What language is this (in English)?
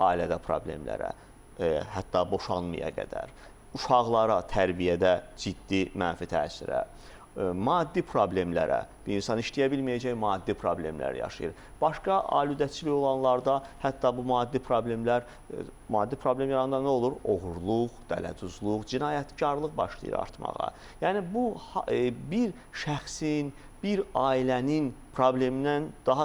Azerbaijani